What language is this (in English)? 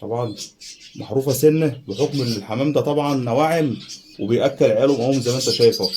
Egyptian Arabic